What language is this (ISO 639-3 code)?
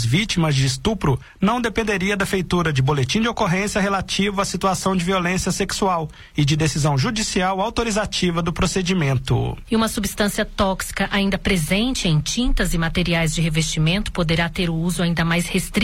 por